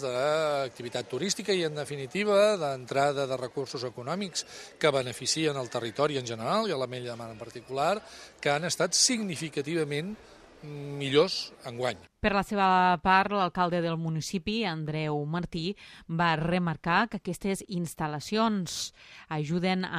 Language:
Catalan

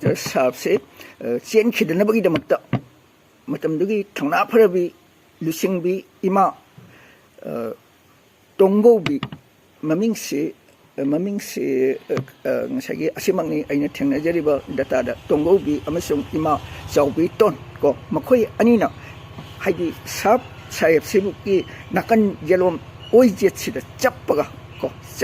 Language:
Manipuri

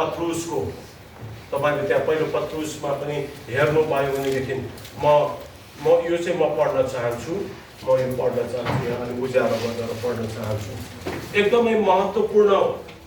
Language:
Nepali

